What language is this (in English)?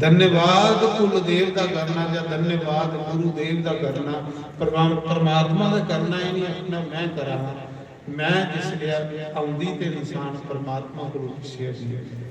Dogri